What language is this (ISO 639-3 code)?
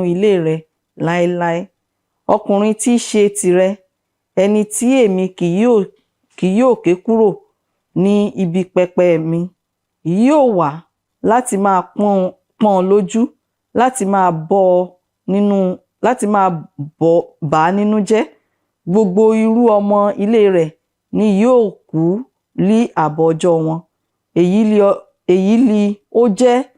yor